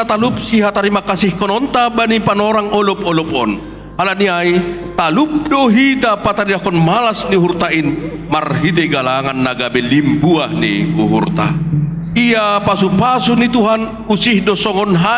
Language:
Batak Simalungun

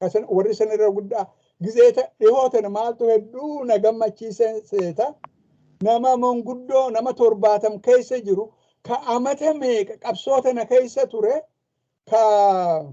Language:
Oromo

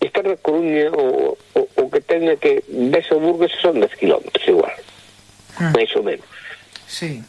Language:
Galician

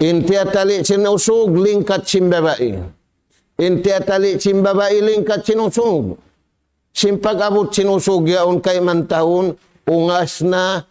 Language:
Tausug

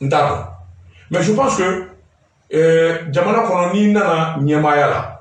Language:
Bambara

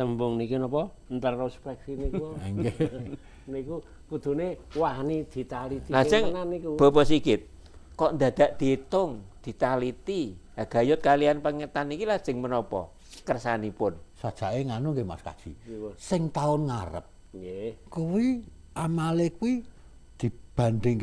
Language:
Javanese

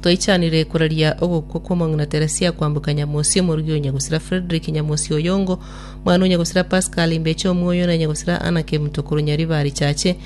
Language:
Gusii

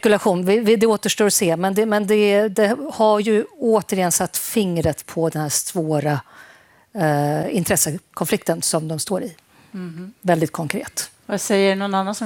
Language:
Swedish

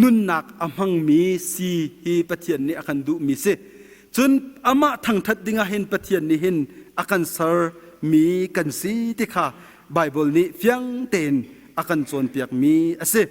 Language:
Hakha Chin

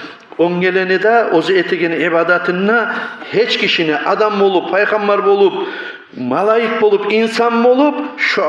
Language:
Kumyk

